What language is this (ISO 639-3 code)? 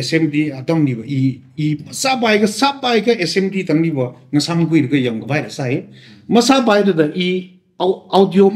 nmf